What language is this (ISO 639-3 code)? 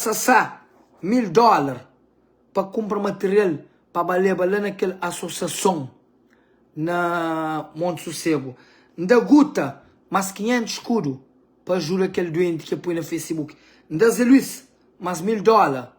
kea